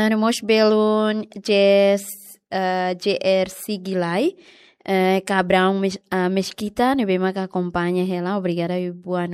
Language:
Tetum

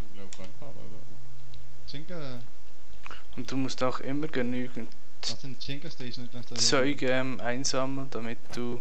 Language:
Swiss German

